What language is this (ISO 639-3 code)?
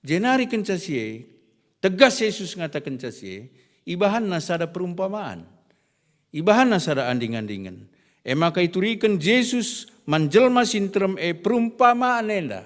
btx